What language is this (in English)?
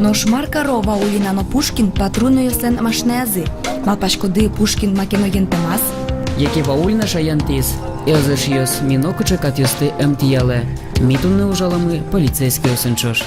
Udmurt